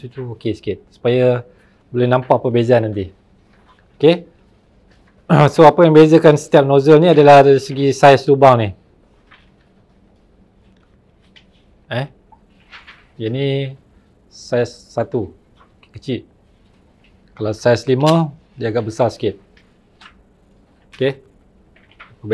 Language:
Malay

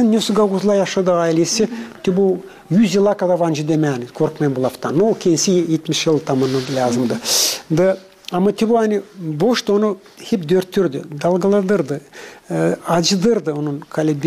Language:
Gagauz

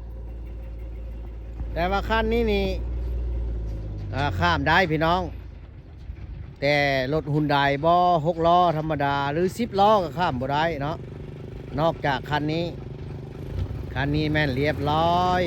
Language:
Lao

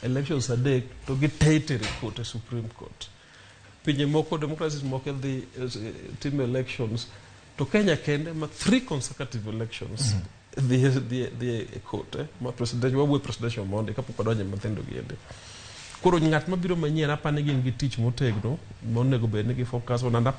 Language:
Luo (Kenya and Tanzania)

